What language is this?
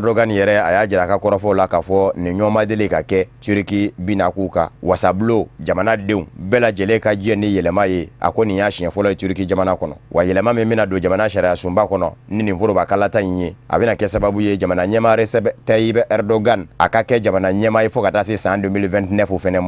Bambara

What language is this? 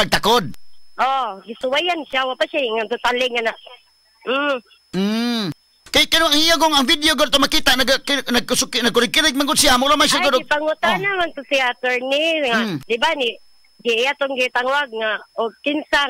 Cebuano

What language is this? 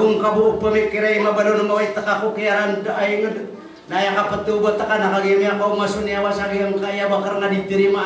Maranao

